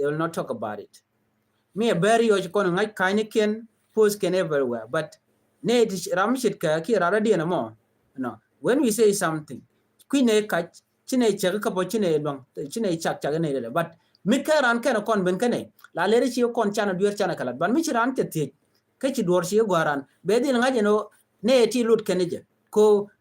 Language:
Nuer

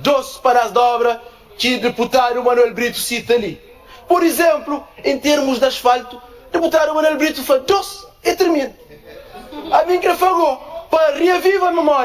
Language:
Kabuverdianu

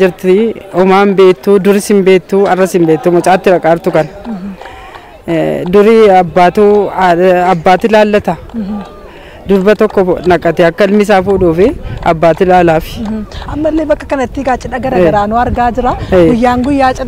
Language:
Oromo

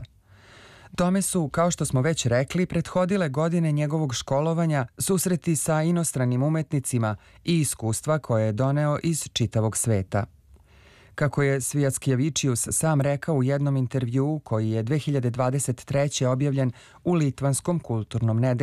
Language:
Serbian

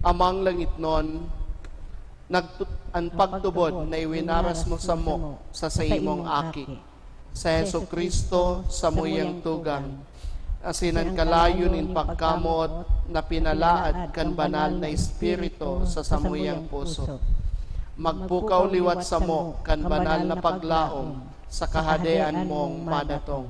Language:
Bikol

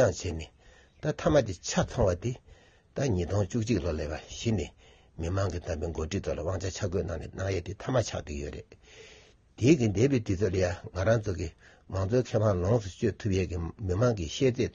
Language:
Tibetan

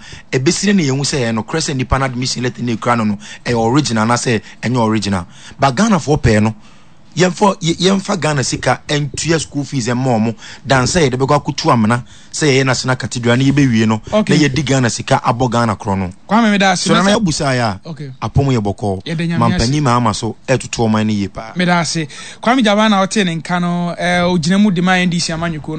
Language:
Akan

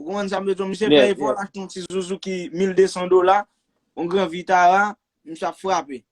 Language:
Haitian Creole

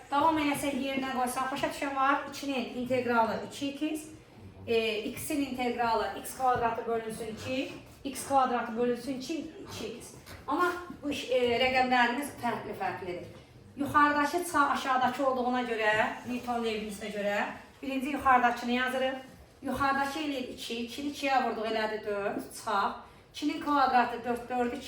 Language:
Azerbaijani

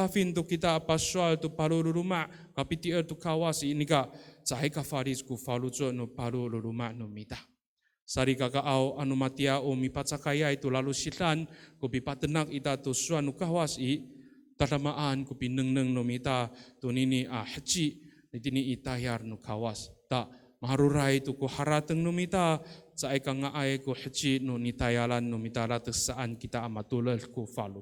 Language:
Amis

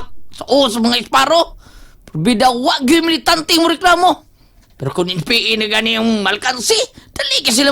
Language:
Cebuano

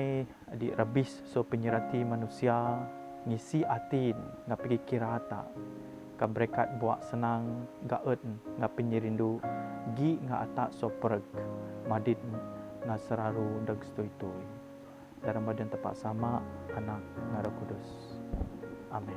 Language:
Biatah Bidayuh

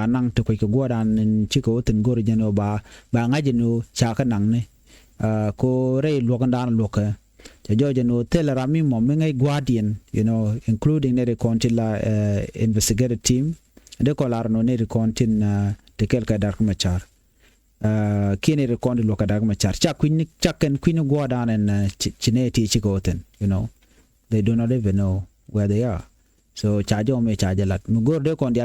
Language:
Nuer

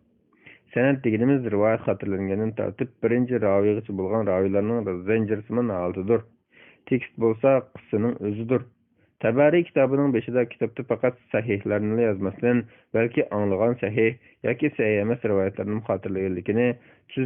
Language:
Uyghur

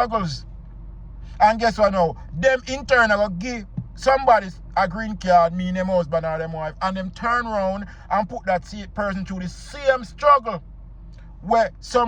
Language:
Jamaican Creole English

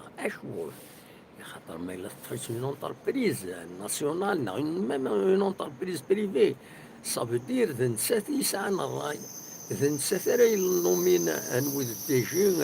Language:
Kabyle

